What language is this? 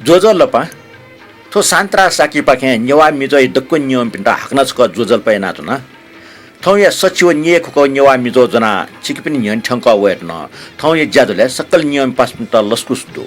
Newari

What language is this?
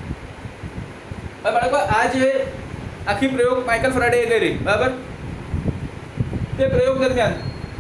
Gujarati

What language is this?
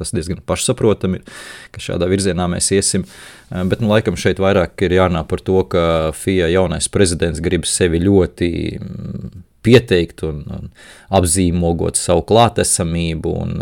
Latvian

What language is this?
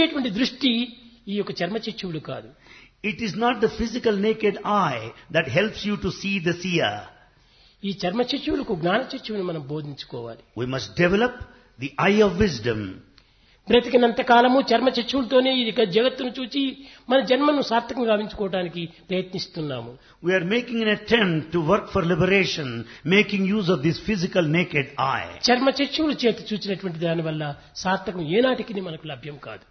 Telugu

